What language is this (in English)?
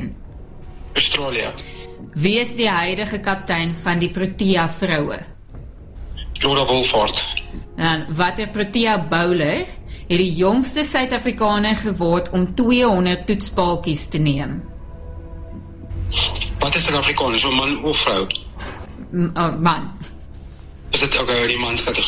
Afrikaans